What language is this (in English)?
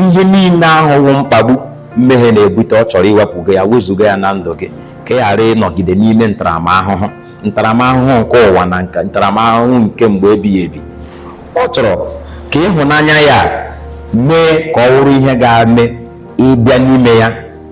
Igbo